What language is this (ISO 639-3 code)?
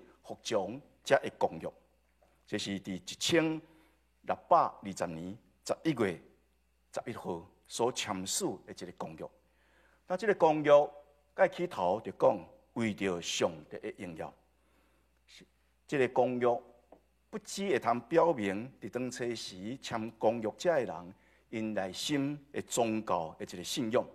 nan